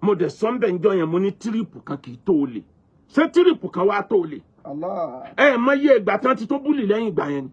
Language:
Yoruba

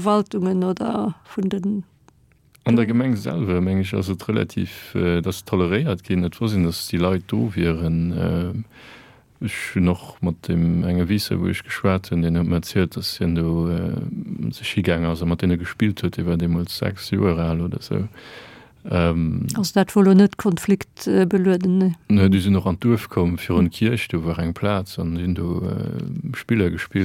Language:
Luxembourgish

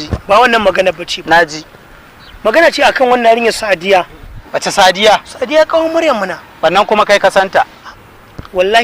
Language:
Hausa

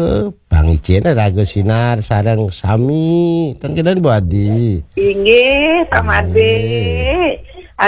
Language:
Balinese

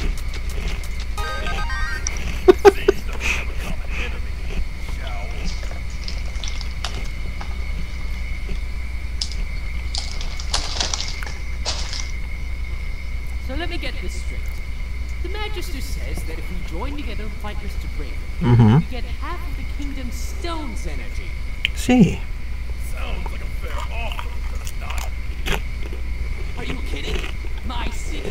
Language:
English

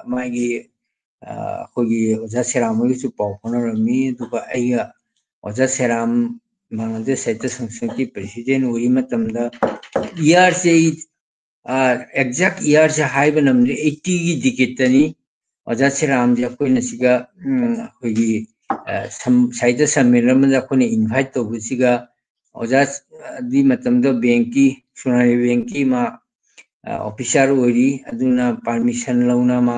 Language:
Manipuri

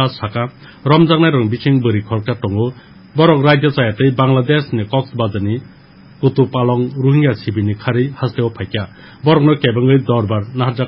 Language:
Kok Borok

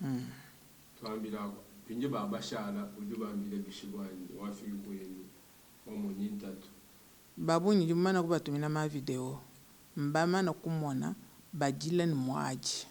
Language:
Luba-Lulua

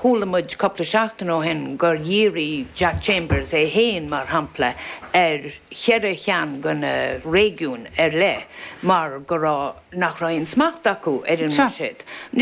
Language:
Irish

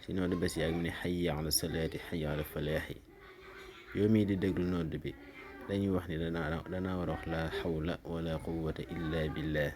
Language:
Wolof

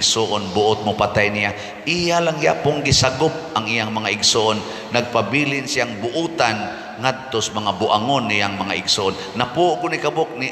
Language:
Cebuano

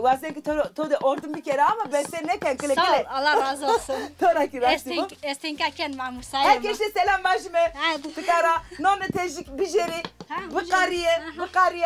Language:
Zaza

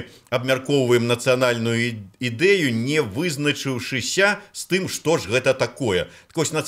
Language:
Belarusian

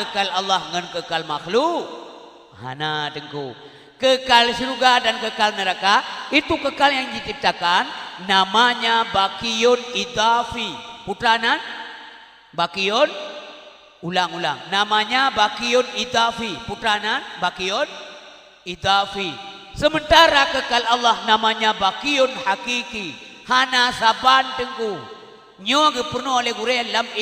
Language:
Achinese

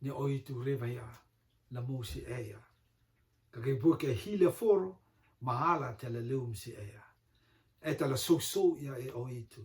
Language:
Rotuman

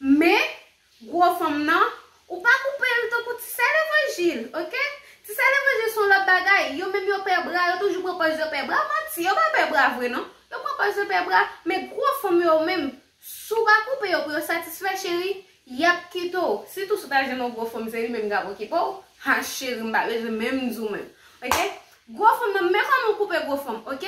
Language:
Haitian Creole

